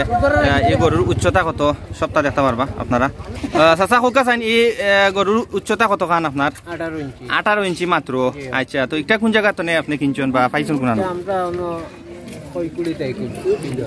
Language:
Sylheti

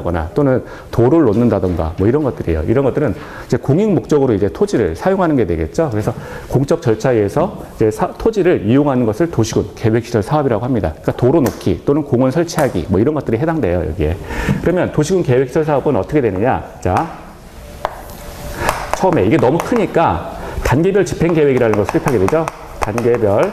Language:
Korean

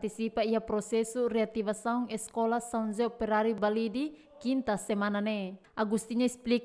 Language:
Tetum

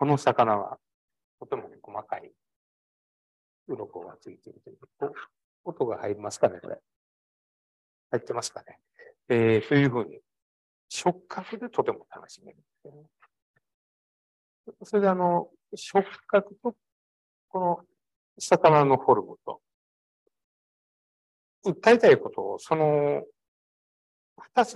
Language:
Japanese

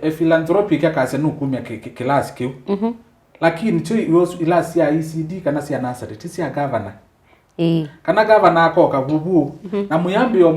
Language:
Kamba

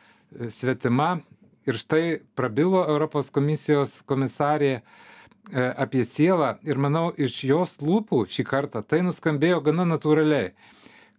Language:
Lithuanian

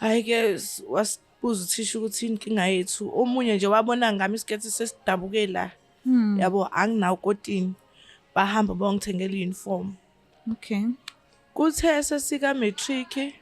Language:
Zulu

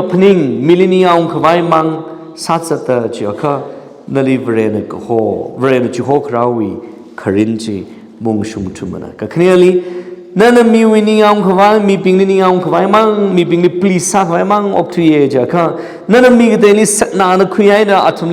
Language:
Tangkhul Naga (India)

